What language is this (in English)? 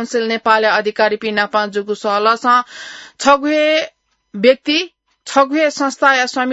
Newari